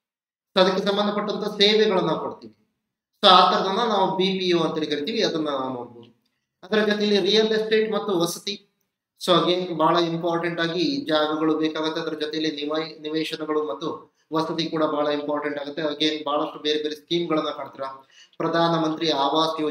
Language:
Kannada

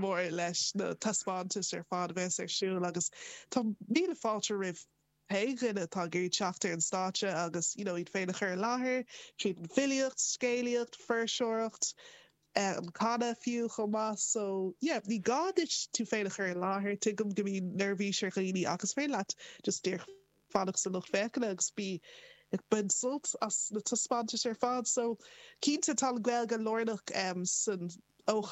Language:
Irish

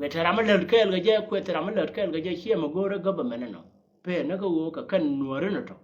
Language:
Nuer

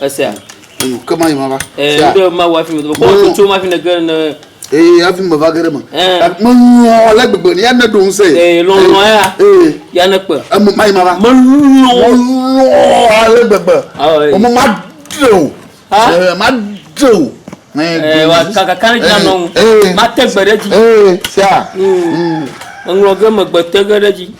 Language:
Ewe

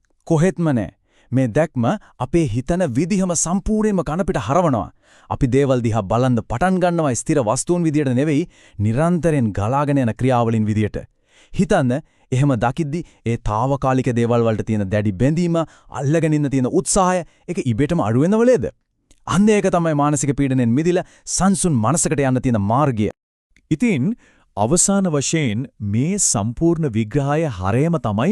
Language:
Sinhala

